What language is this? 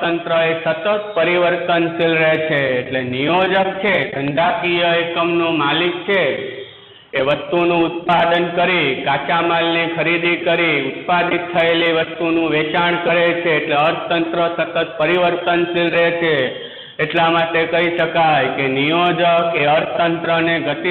Gujarati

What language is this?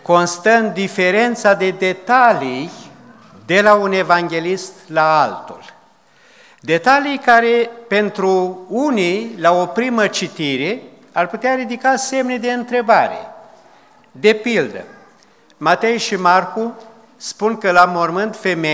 Romanian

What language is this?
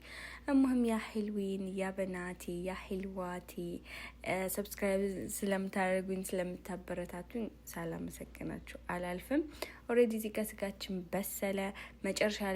Amharic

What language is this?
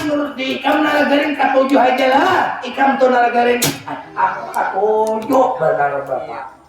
Banjar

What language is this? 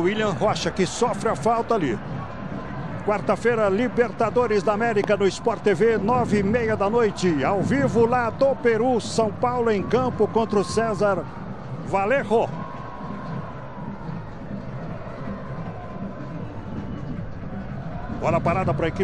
Portuguese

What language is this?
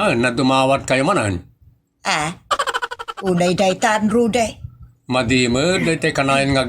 Iloko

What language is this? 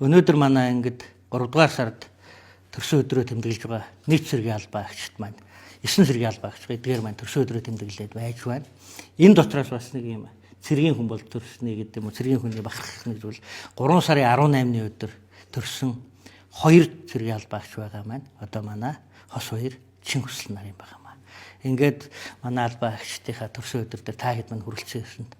Mongolian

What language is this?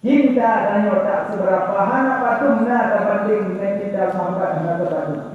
Achinese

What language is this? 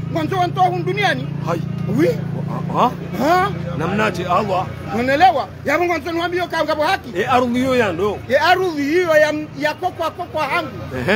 Ngazidja Comorian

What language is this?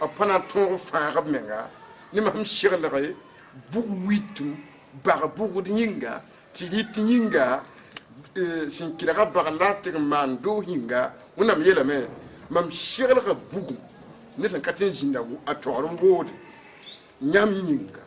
Mossi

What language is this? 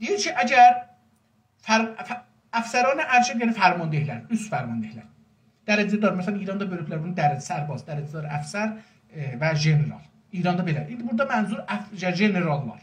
South Azerbaijani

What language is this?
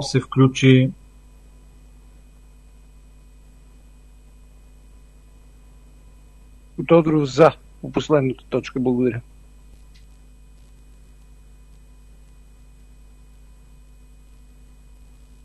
Bulgarian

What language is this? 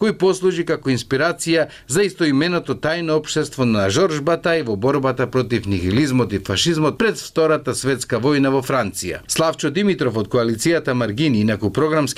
Macedonian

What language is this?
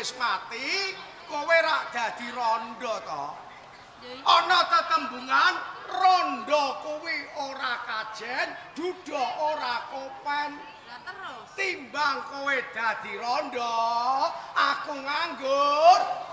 Javanese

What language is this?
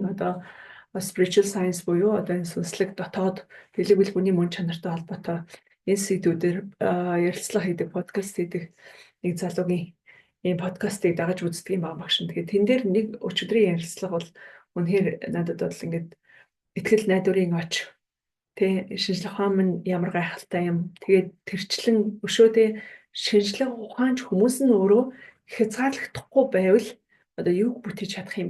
Mongolian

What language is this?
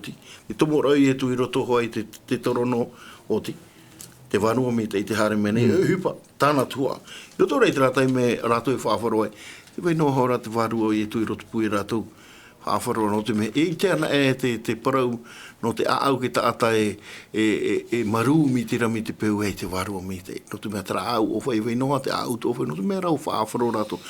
Tahitian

